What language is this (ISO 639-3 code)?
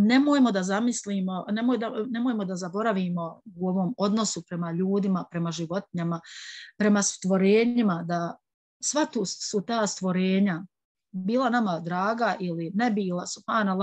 bos